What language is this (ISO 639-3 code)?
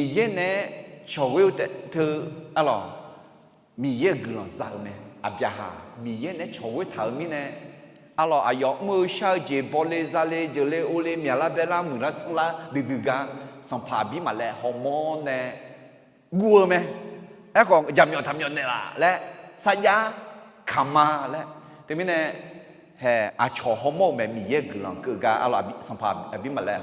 ahk